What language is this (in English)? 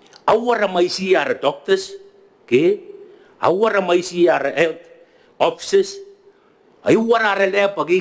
Gilbertese